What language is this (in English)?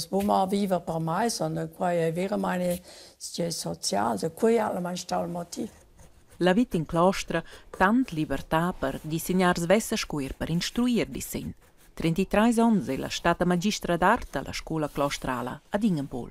Romansh